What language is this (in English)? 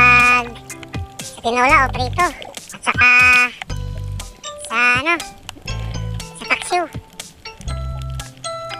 Filipino